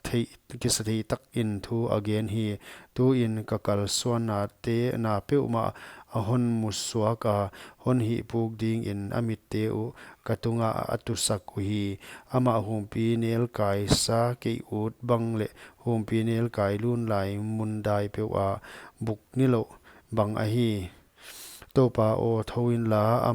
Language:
Paite Chin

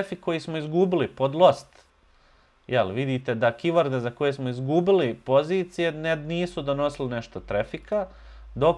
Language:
Bosnian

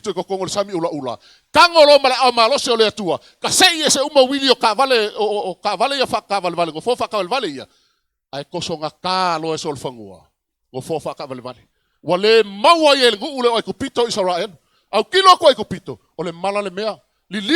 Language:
Samoan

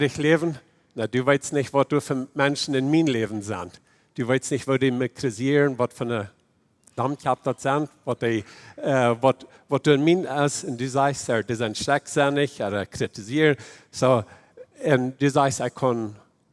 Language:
Plautdietsch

